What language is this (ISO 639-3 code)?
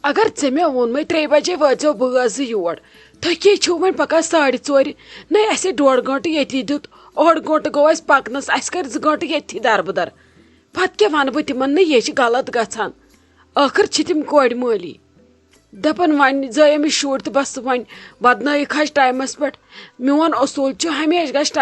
kas